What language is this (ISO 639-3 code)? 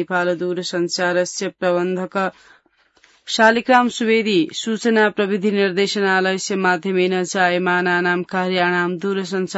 san